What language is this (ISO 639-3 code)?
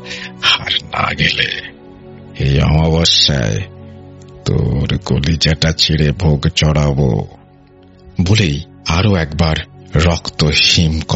ben